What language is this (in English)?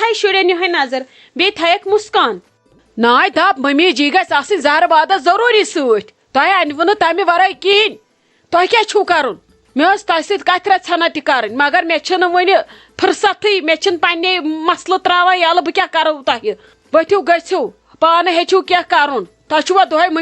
Kashmiri